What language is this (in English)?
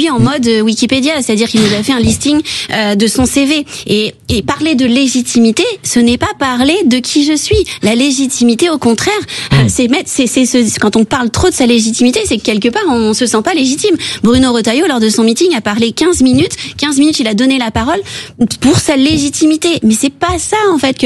French